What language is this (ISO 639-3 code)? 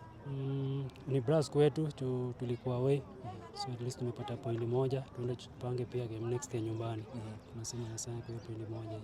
swa